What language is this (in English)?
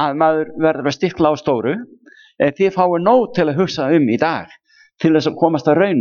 Icelandic